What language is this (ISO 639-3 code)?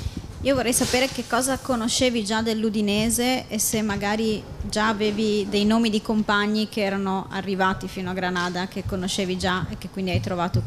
ita